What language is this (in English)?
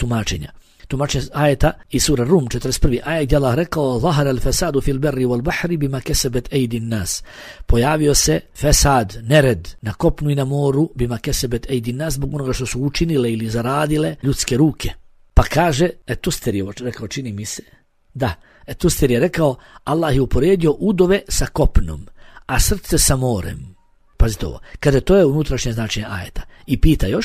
Bosnian